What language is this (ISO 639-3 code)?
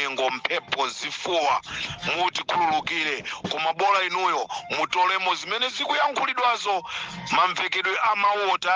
nya